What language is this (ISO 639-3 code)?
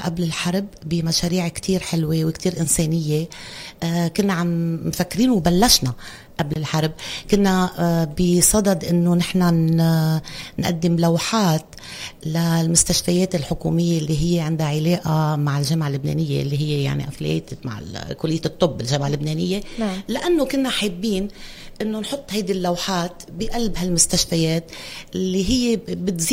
apc